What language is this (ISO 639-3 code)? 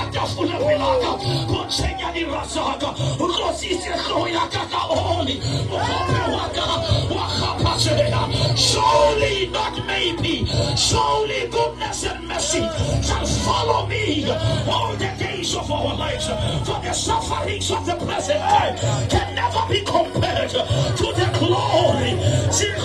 sot